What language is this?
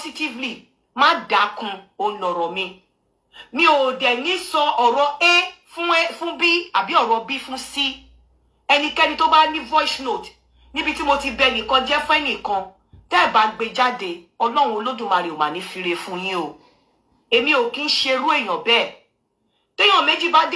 Yoruba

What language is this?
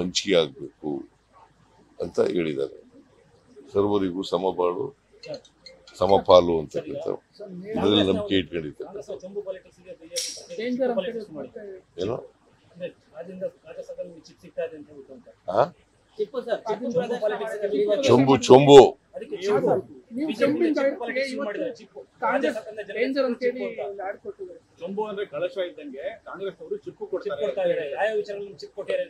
Kannada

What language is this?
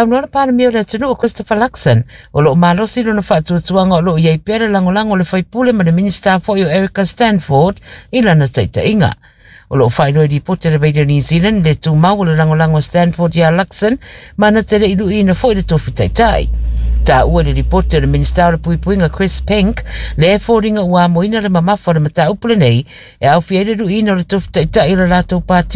Samoan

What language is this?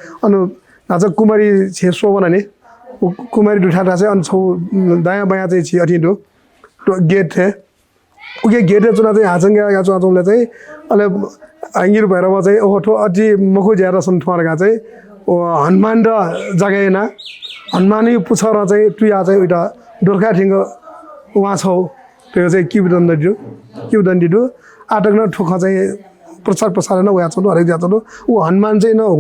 Newari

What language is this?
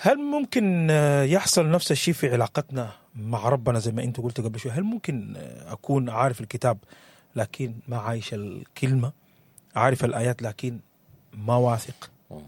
Sudanese Arabic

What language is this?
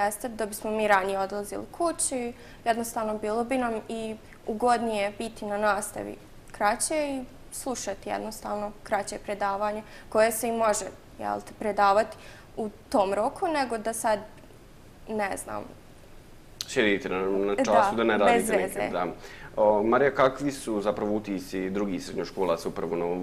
Bosnian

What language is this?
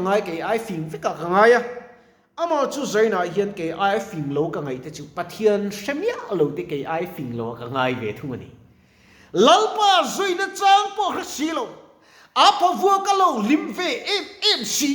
Mizo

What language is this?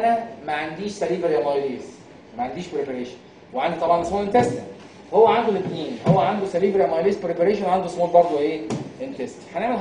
Egyptian Arabic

